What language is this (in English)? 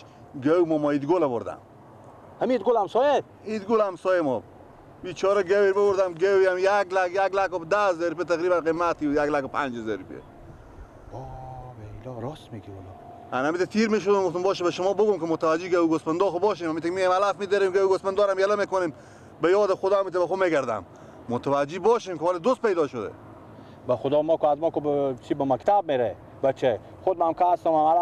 Persian